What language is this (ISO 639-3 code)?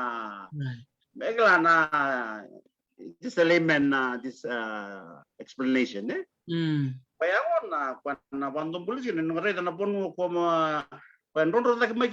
fij